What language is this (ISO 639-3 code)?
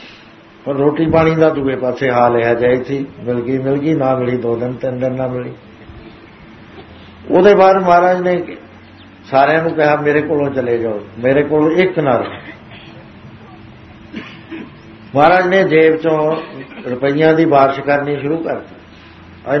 pan